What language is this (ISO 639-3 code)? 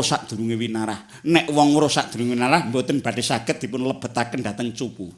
jav